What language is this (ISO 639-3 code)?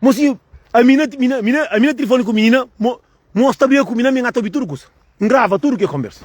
kea